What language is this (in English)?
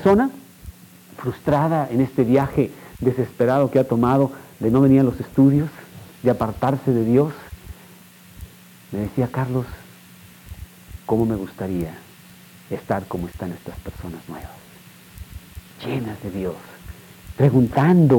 Spanish